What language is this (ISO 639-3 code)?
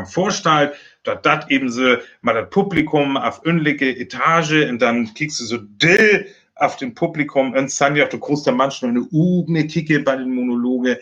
frr